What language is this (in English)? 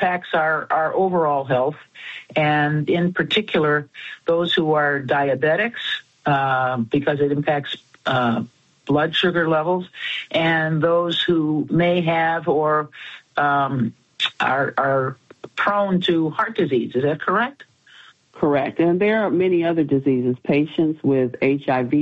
English